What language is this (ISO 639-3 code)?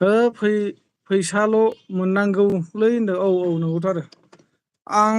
brx